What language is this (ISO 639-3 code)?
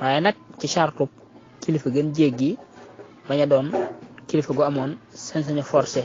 wol